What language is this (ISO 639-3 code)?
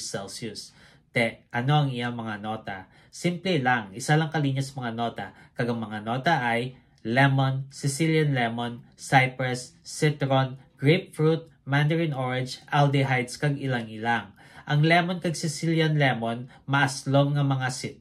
hil